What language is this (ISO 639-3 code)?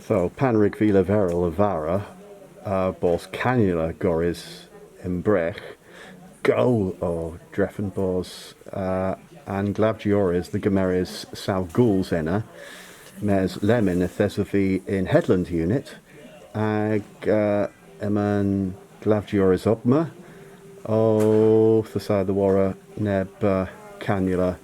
cor